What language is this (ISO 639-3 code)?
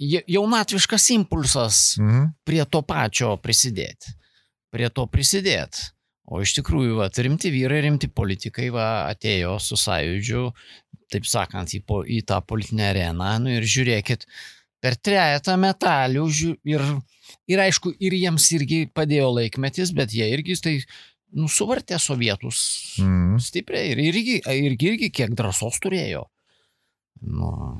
lit